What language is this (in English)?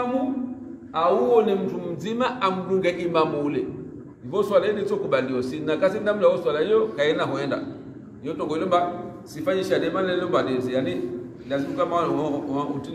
Swahili